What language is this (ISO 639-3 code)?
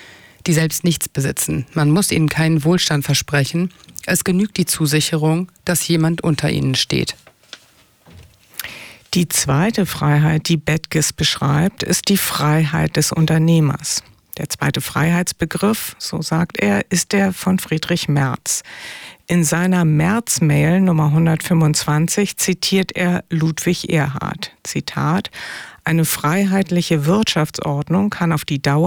deu